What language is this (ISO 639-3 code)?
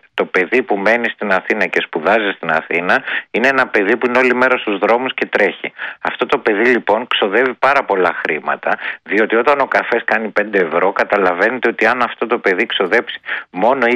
ell